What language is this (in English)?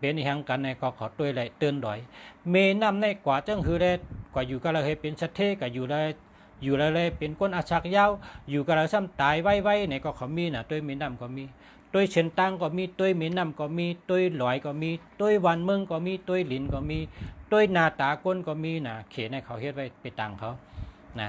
Shan